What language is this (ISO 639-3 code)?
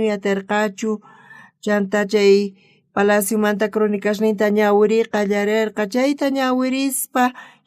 quh